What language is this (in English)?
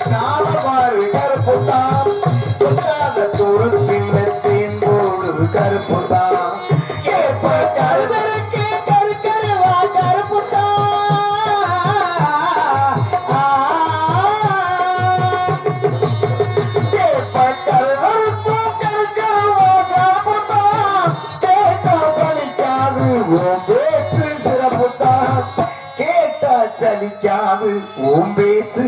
Tamil